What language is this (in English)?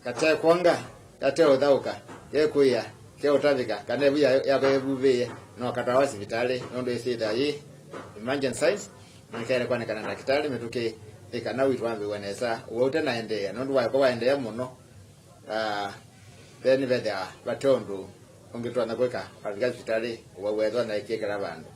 Kamba